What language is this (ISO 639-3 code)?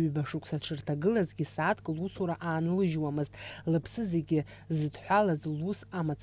abk